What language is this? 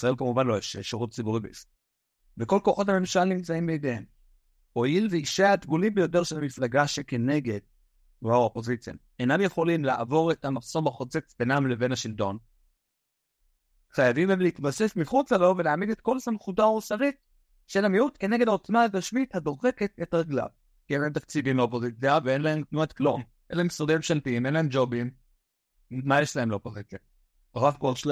Hebrew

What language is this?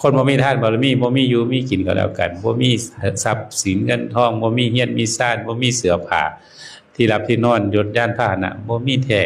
Northeastern Thai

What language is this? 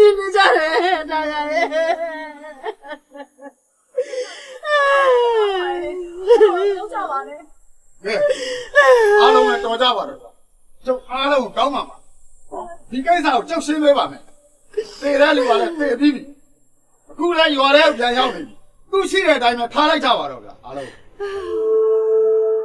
Burmese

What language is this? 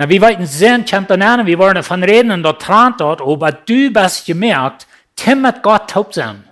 Plautdietsch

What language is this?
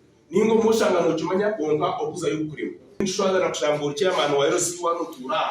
Nyankole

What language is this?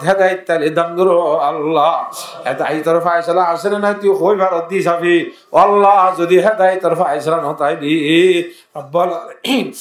Rohingya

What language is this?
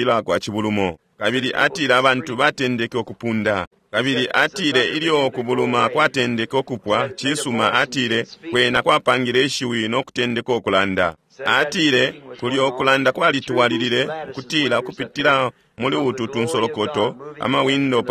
Bemba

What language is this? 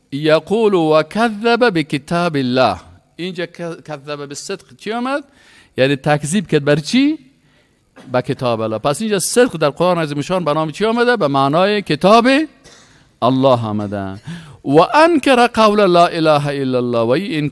Persian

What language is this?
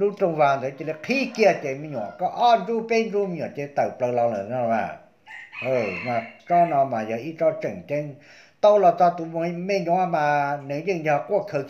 Vietnamese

